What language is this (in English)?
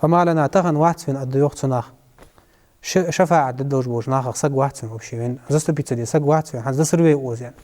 Ingush